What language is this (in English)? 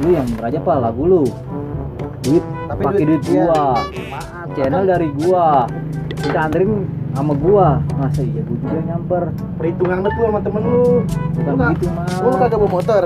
Betawi